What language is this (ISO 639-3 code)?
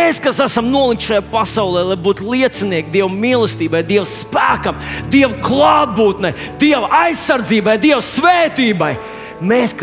lav